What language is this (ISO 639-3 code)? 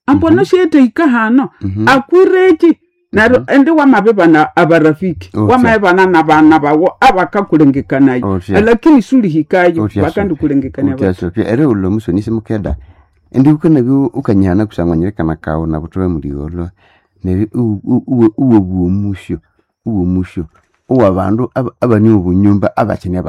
nnb